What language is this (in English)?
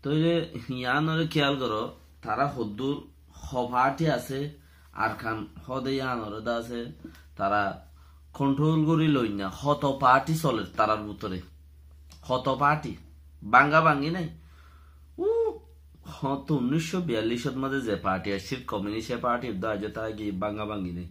Rohingya